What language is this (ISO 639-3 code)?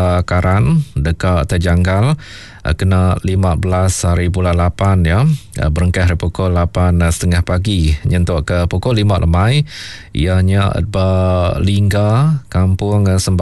iba